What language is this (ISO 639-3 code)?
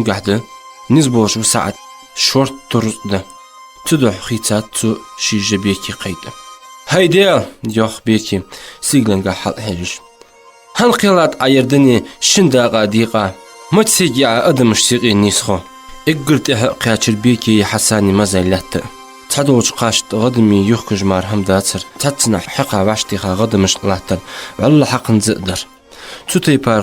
inh